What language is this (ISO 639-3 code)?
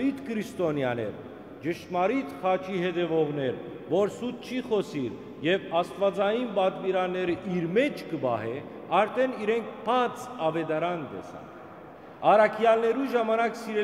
hyw